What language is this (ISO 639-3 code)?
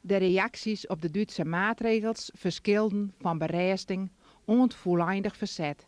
fry